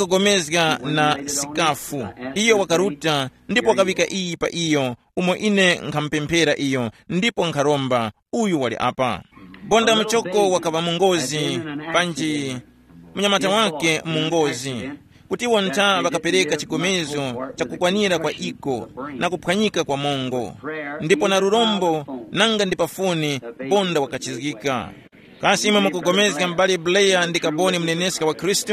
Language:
Tumbuka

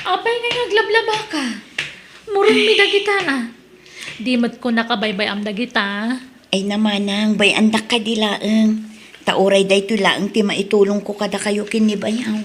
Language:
Iloko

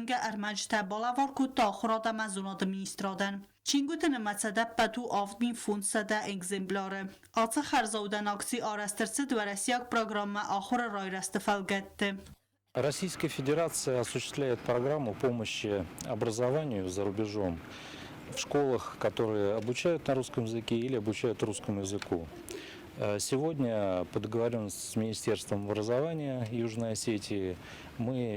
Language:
Ossetic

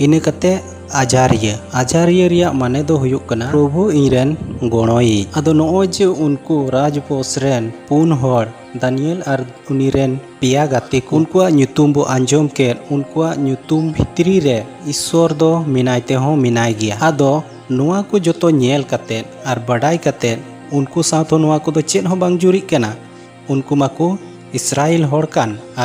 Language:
Santali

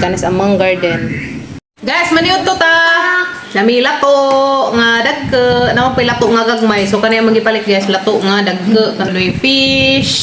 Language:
Cebuano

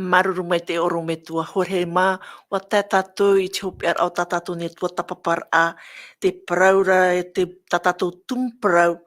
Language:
Tahitian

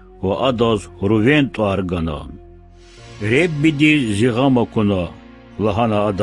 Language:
Lezghian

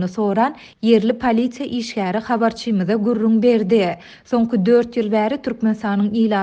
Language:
Turkmen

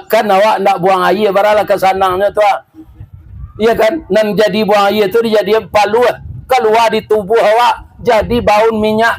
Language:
Minangkabau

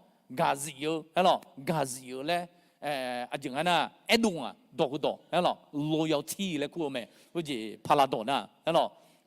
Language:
Akha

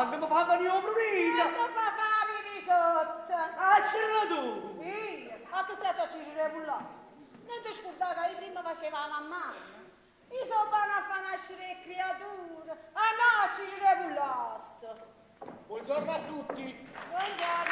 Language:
Neapolitan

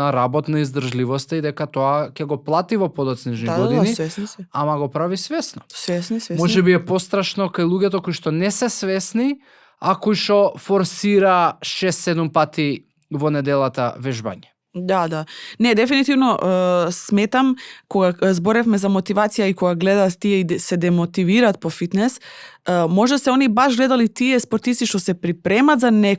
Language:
Macedonian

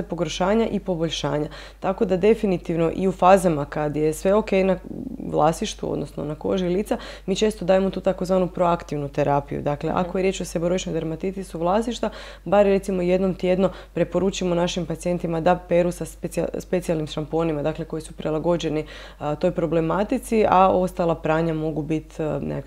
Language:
Croatian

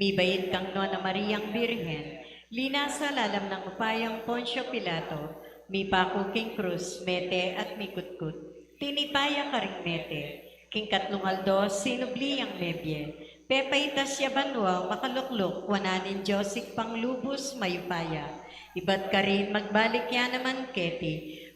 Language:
Pampanga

